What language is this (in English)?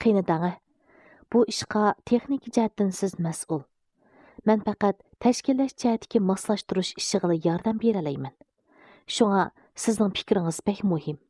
Uyghur